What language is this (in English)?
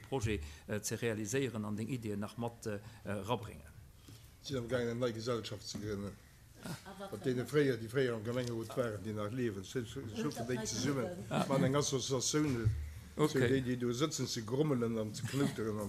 Luxembourgish